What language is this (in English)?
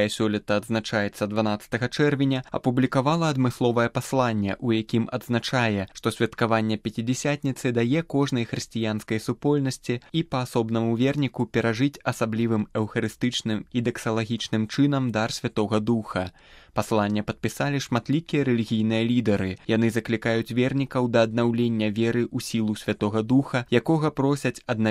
Belarusian